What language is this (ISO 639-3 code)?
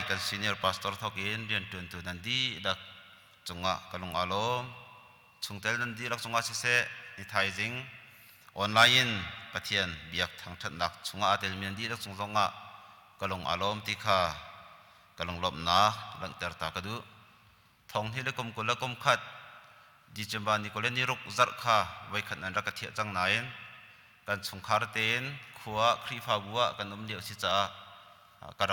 cnh